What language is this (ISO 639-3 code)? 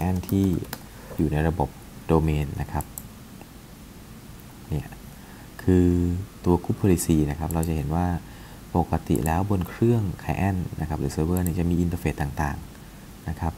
tha